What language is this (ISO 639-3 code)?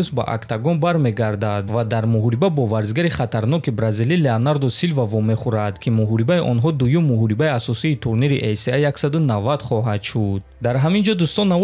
tgk